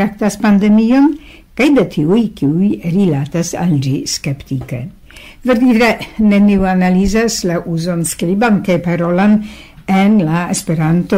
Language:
Esperanto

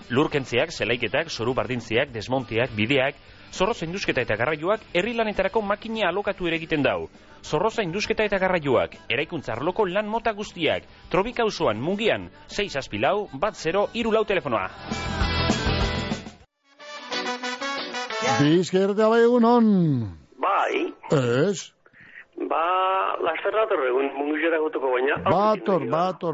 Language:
Basque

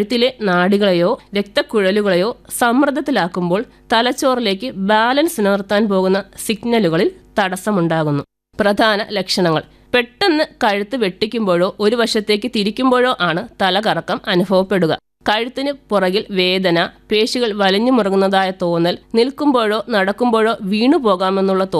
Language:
Malayalam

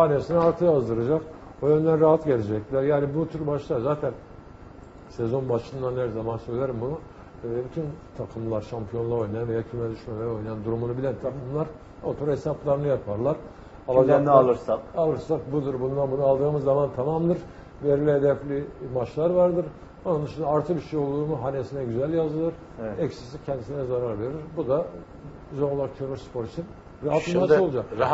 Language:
Turkish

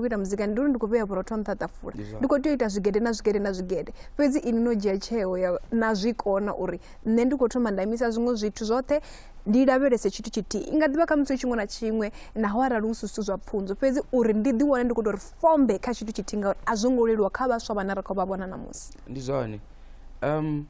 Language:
Venda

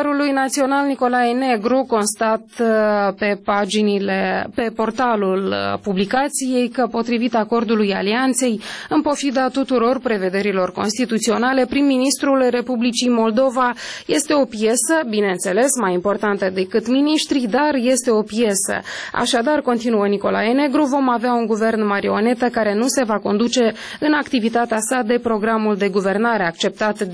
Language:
Romanian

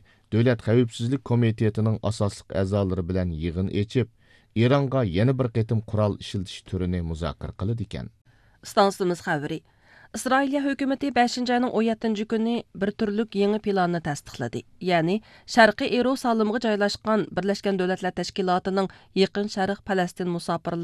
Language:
Uyghur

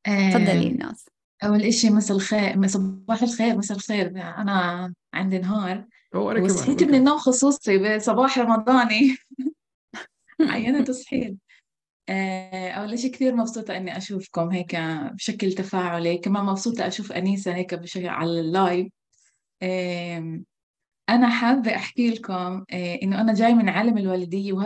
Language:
North Levantine Arabic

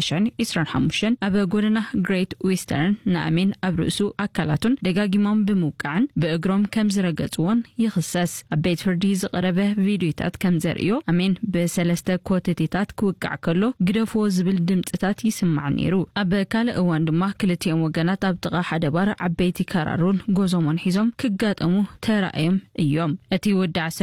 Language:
Tigrinya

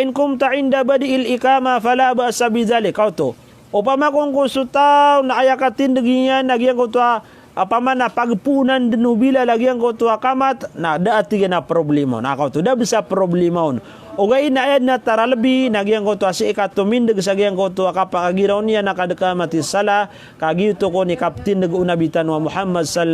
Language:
Maranao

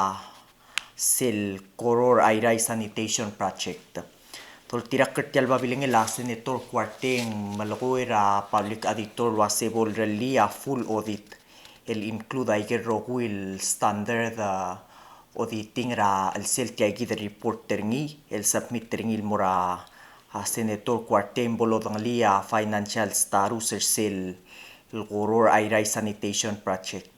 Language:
Palauan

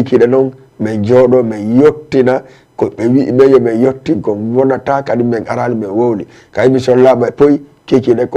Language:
Fula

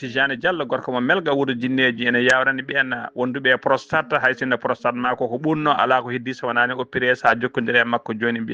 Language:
Fula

